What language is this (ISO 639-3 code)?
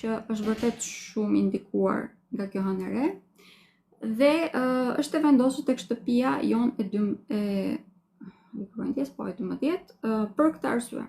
sqi